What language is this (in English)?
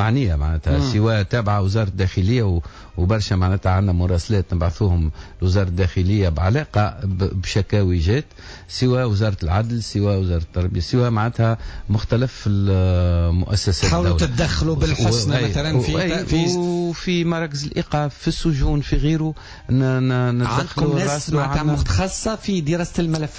Tunisian Arabic